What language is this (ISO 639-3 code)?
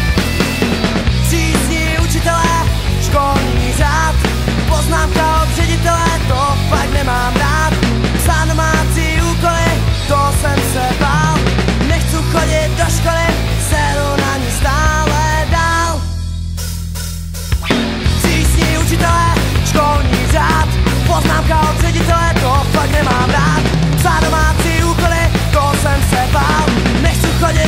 ces